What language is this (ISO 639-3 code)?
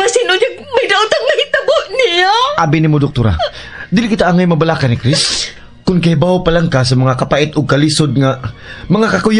ceb